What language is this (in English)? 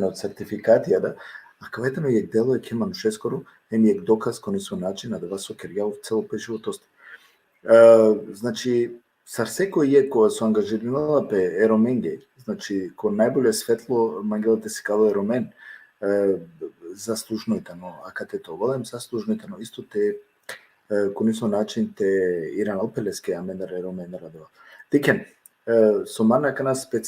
Balkan Romani